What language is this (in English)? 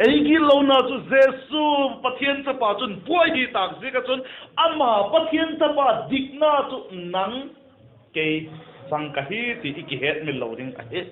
Vaiphei